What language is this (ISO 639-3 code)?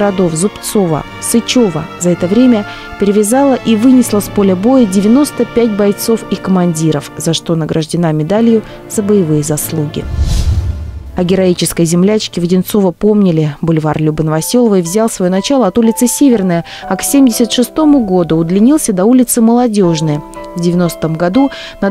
rus